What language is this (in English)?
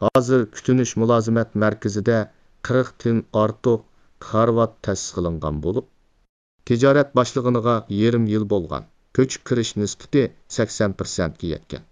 Uyghur